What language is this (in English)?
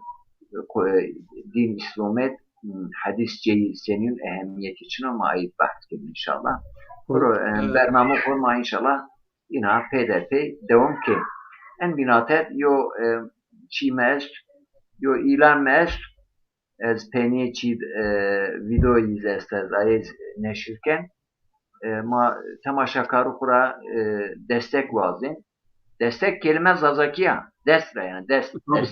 Zaza